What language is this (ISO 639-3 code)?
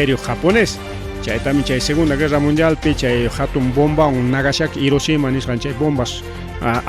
quy